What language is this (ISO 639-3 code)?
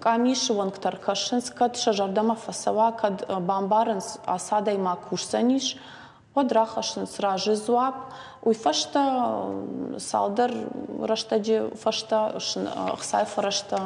oss